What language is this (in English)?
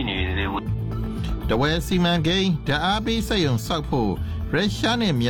Burmese